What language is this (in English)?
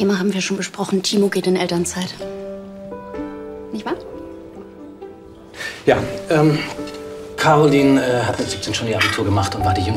German